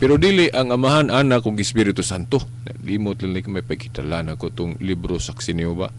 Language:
Cebuano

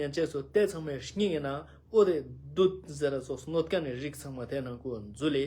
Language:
Ladakhi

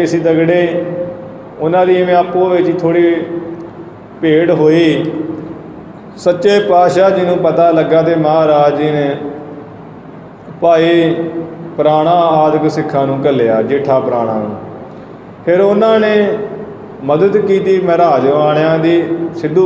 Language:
Punjabi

